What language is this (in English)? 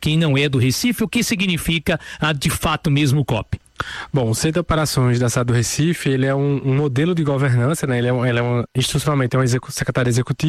Portuguese